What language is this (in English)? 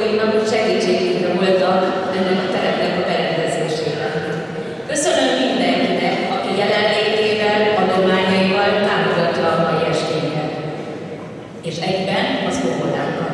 Hungarian